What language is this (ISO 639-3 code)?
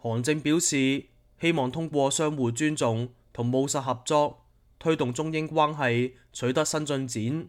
yue